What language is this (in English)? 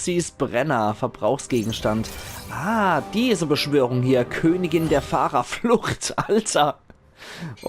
Palatine German